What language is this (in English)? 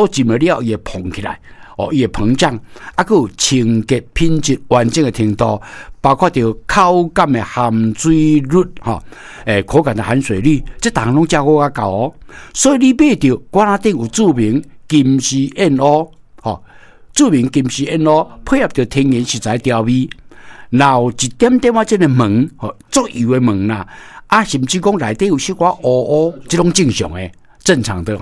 Min Nan Chinese